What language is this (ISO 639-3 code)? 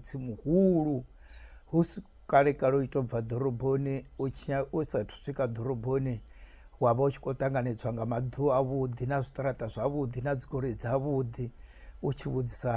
ven